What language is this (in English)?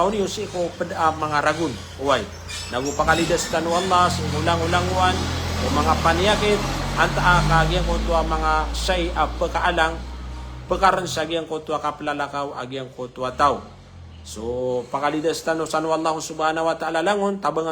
Maranao